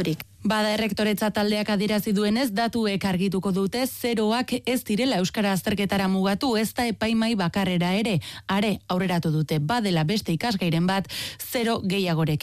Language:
Basque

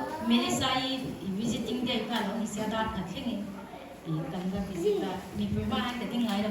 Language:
Mizo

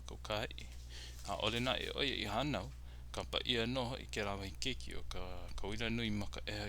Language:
Hawaiian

